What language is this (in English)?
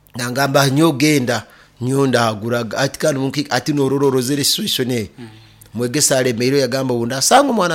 Nyoro